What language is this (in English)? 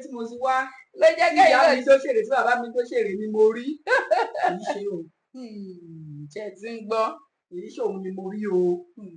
Yoruba